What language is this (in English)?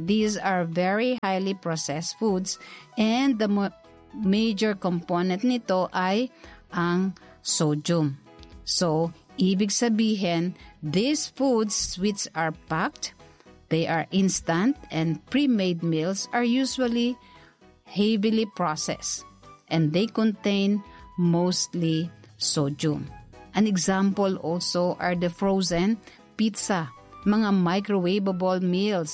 Filipino